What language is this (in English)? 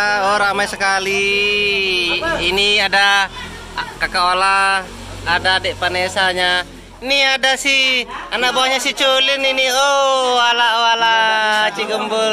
Sasak